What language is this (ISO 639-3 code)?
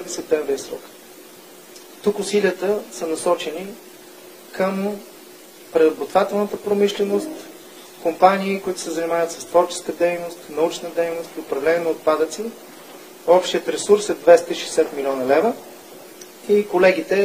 bul